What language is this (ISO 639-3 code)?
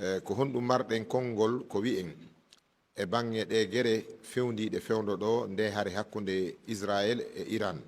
ful